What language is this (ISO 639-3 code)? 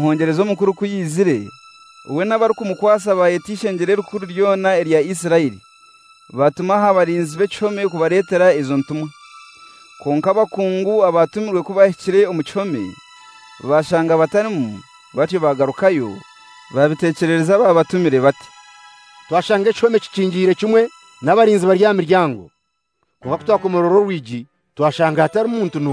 kin